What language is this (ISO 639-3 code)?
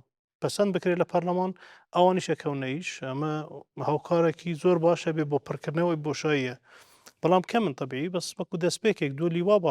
ckb